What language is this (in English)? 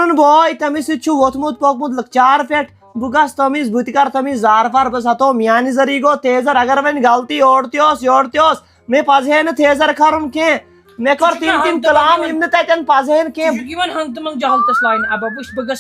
Kashmiri